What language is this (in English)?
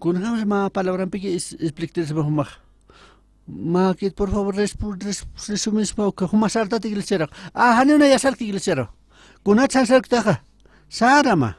Aymara